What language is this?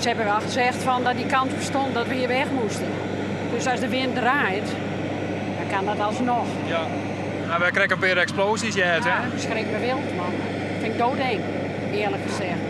Western Frisian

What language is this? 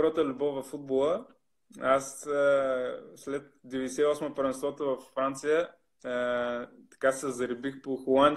Bulgarian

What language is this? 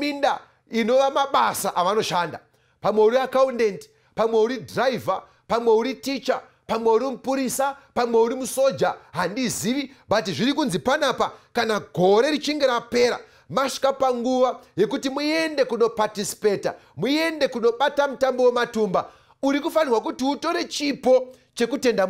Shona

